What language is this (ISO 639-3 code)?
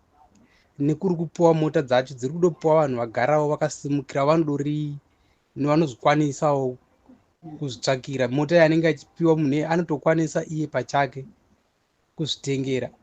sna